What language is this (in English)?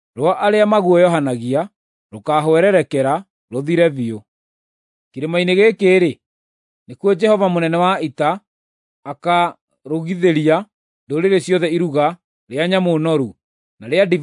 Kikuyu